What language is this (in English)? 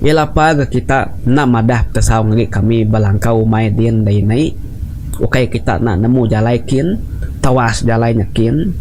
Iban